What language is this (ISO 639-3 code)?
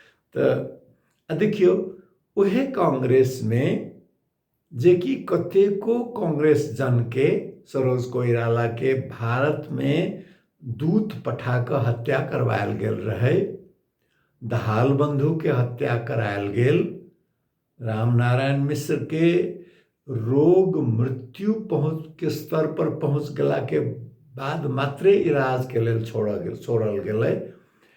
mai